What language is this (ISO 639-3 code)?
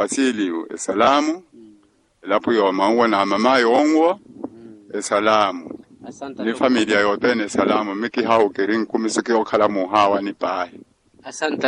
vmw